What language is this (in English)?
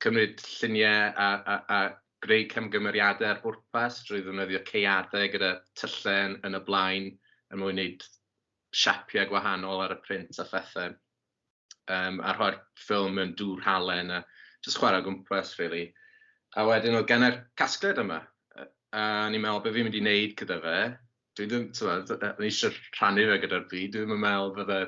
Welsh